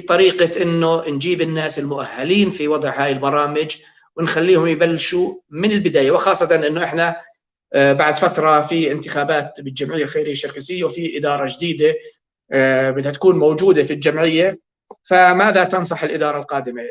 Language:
North Levantine Arabic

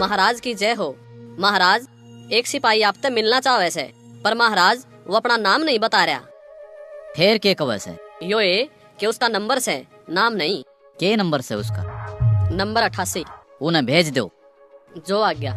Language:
Haryanvi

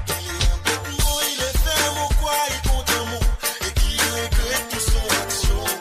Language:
Morisyen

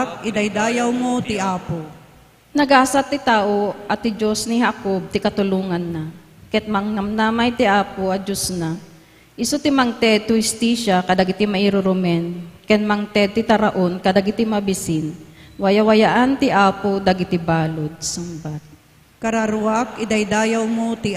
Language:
Iloko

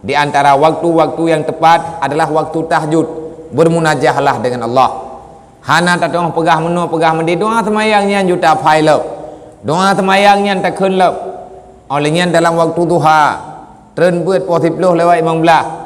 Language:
Achinese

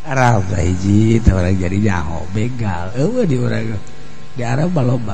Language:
Sundanese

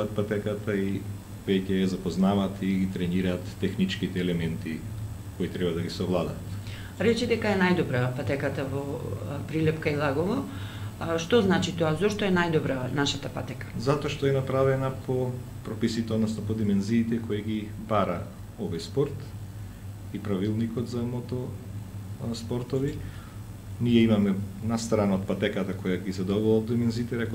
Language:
Macedonian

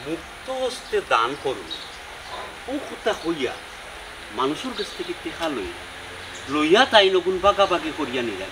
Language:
Sylheti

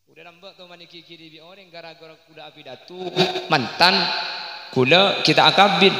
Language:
Madurese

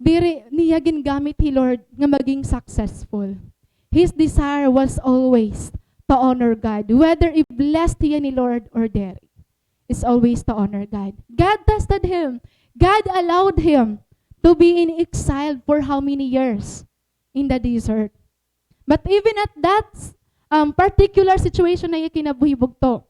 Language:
Waray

